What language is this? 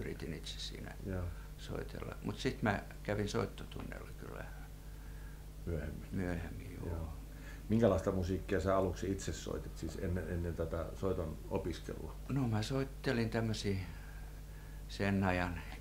Finnish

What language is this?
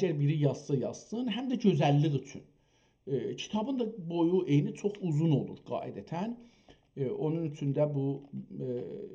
South Azerbaijani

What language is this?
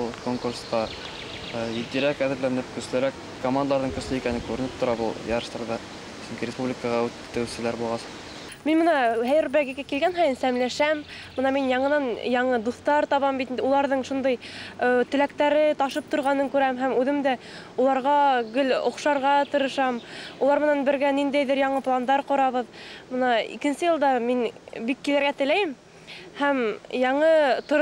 Bashkir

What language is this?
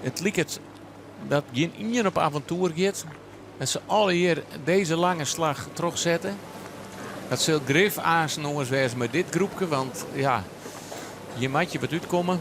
Western Frisian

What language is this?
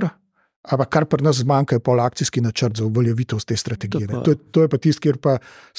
Slovenian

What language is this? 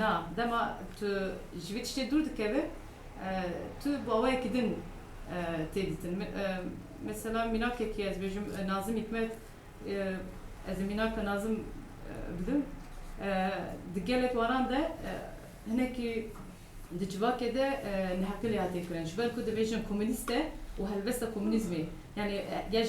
Kurdish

